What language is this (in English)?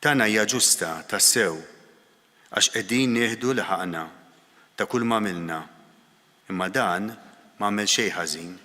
Maltese